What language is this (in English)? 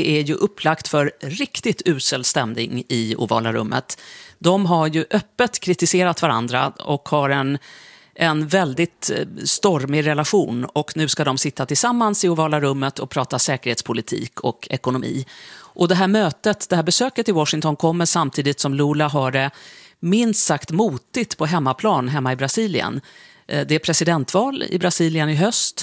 Swedish